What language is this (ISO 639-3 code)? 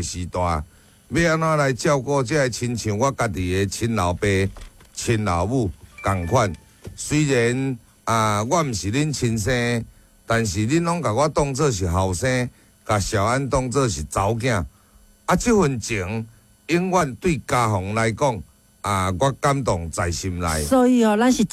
nan